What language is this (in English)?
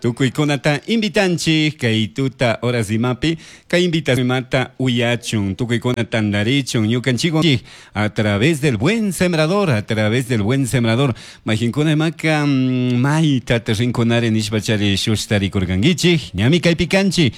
Chimborazo Highland Quichua